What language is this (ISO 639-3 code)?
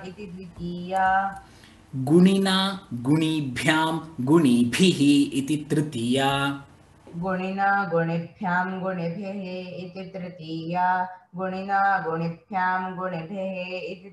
san